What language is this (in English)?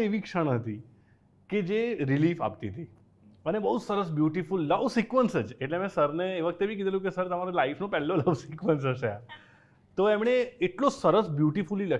Gujarati